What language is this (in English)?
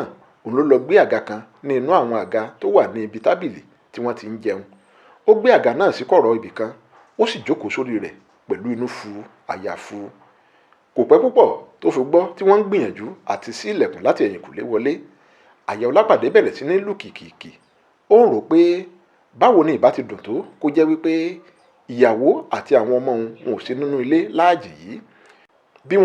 Yoruba